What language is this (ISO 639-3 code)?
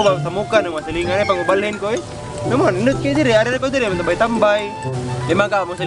ceb